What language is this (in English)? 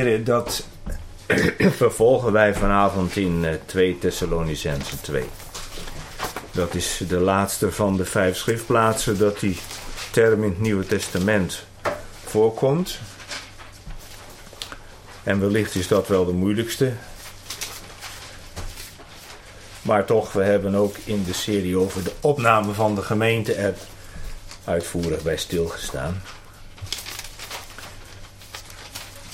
Dutch